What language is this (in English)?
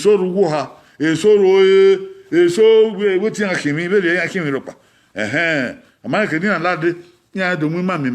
Bini